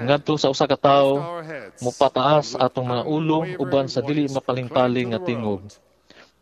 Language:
Cebuano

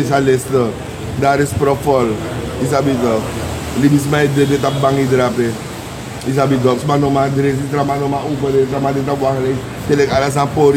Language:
Sranan Tongo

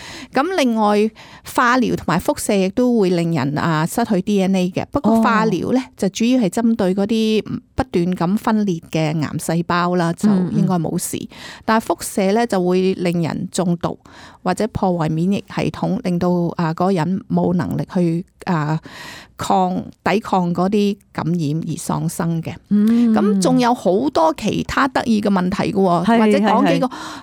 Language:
Cantonese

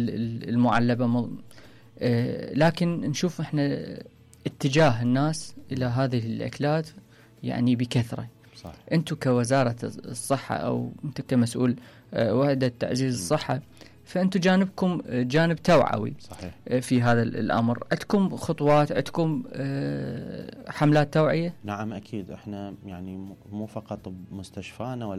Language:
Mesopotamian Arabic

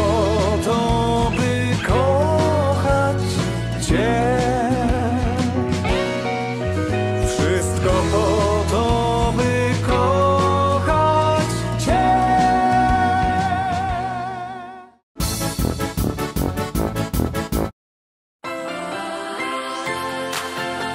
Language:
Polish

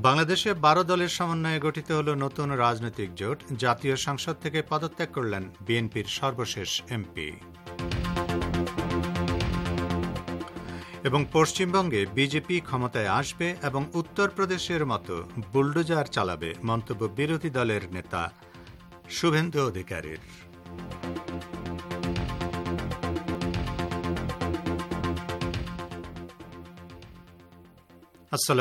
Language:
Bangla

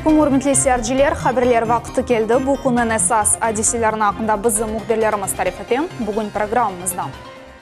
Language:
Crimean Tatar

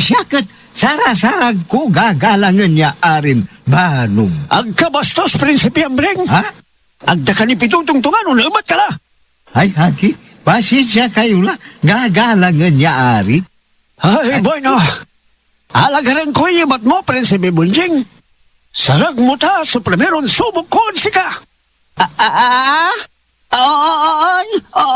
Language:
Pangasinan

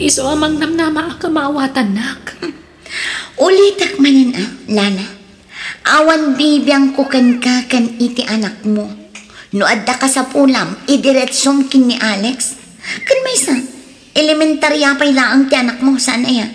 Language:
Iloko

